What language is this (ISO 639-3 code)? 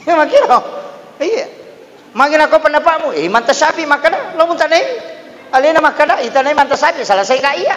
bug